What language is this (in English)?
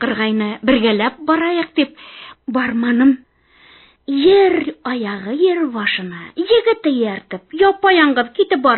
Bashkir